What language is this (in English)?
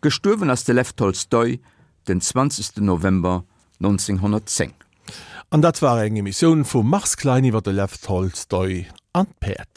Luxembourgish